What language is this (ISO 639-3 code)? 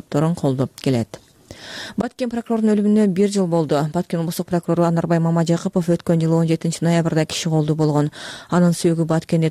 kir